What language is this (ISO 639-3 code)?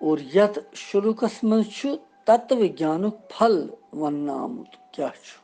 kas